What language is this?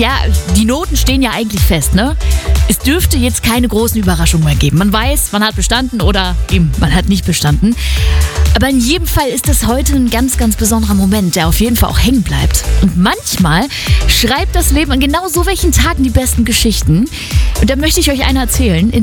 German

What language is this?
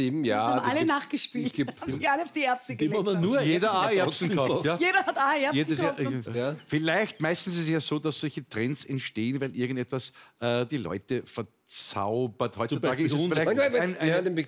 German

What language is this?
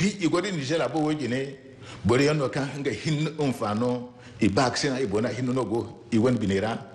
Zarma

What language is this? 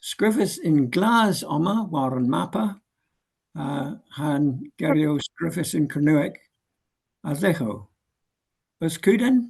Cornish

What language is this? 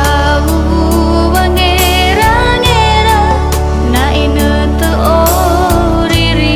Nias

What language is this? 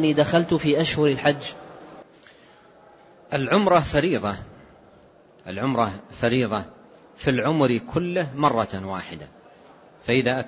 Arabic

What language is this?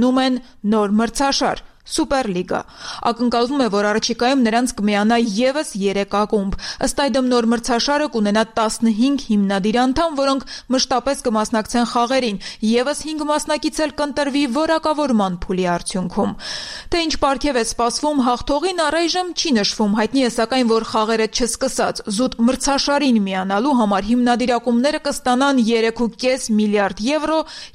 Armenian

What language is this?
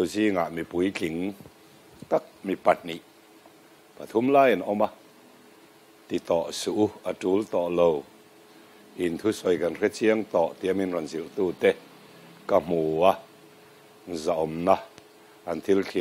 Mizo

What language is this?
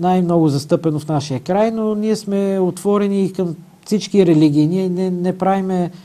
Bulgarian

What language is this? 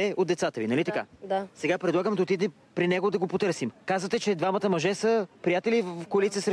Bulgarian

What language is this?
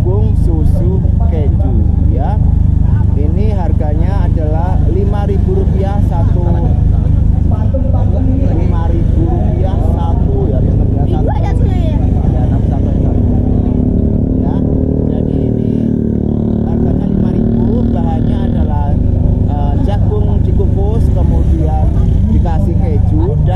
Indonesian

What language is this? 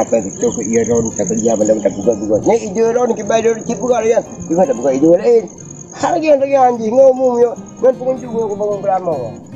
Achinese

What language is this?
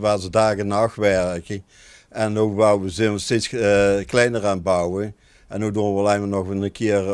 Limburgish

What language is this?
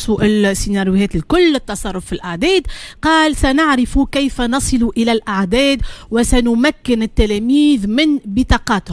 Tunisian Arabic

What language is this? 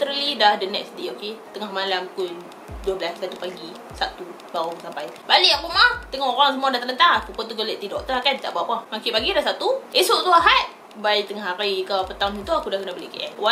Malay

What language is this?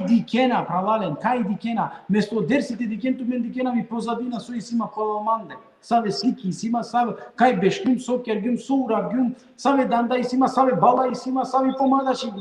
Balkan Romani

